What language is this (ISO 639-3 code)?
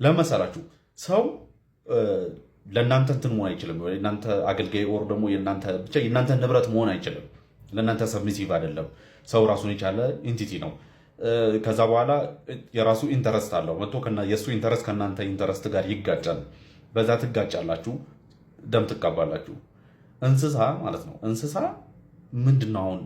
amh